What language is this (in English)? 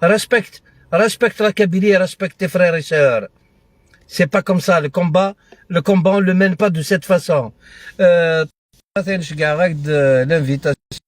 Algerian Arabic